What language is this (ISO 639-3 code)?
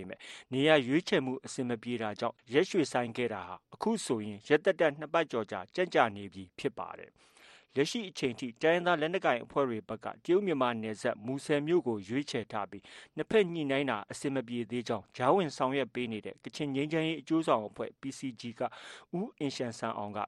mya